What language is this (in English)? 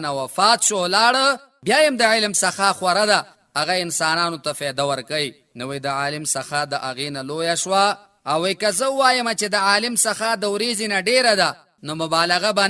Pashto